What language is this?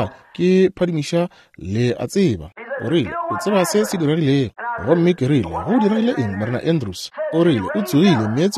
Northern Sotho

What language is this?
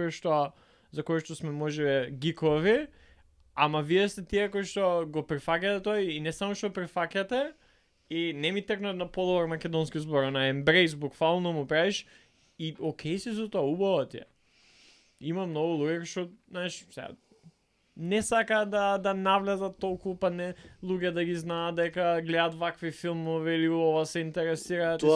Macedonian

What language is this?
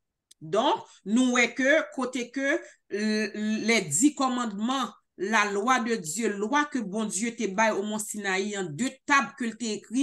Haitian Creole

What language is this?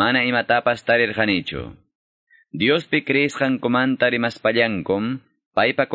Quechua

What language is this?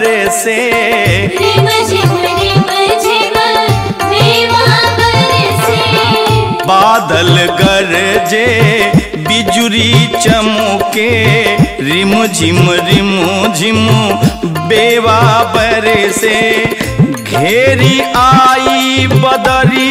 Bhojpuri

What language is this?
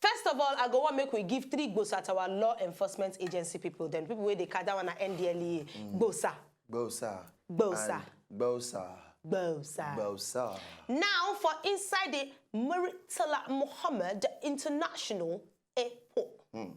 Nigerian Pidgin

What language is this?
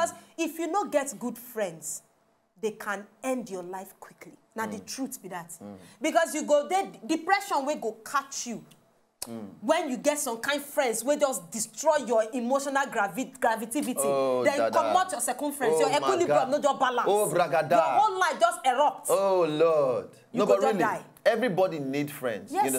Nigerian Pidgin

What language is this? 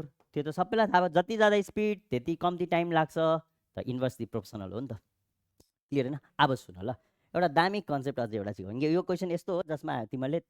Nepali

